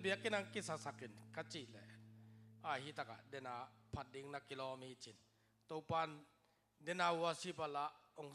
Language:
Tedim Chin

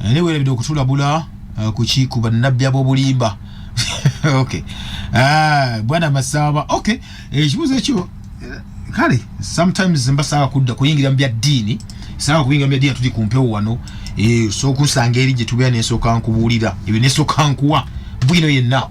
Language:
Ganda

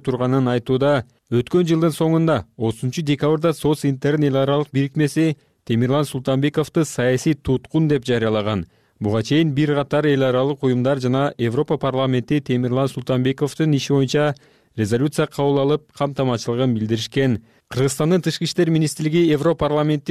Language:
Kyrgyz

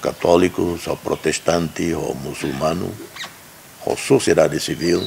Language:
Tetum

